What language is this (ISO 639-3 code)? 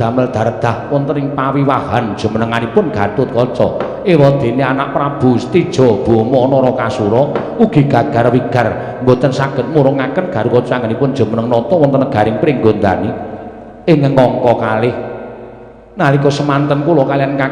jav